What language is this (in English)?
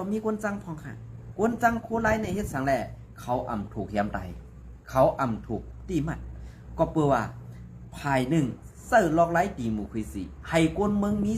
Shan